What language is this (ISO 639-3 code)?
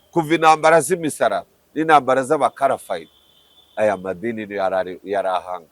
kin